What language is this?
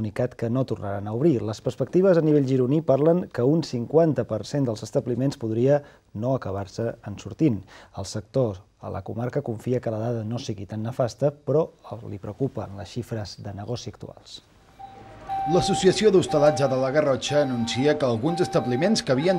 Catalan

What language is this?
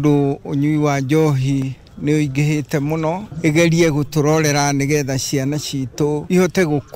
Kikuyu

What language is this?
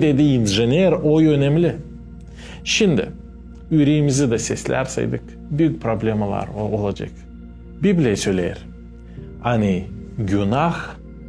Gagauz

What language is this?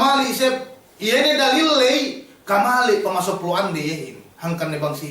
Yakan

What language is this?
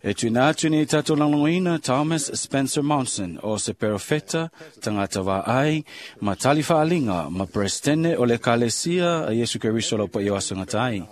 Samoan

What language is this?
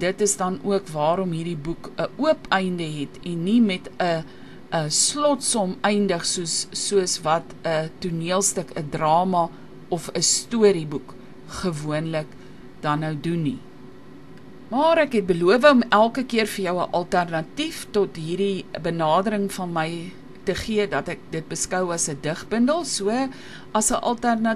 Afrikaans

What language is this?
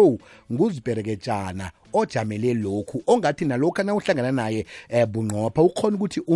South Ndebele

